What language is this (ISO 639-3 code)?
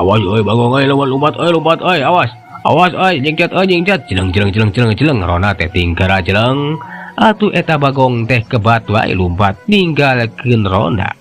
sun